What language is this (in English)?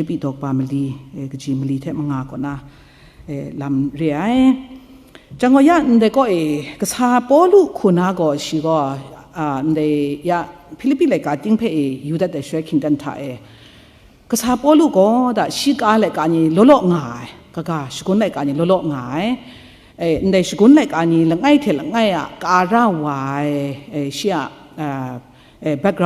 Kachin